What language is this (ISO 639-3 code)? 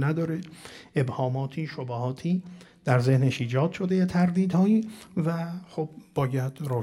fas